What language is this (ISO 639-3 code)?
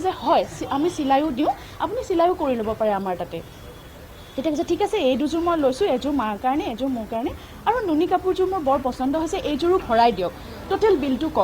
asm